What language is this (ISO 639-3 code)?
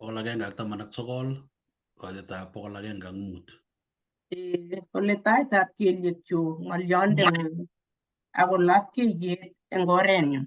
kln